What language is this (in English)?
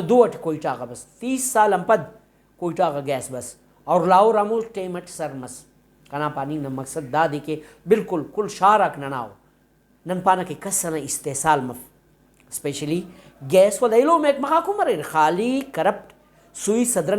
Brahui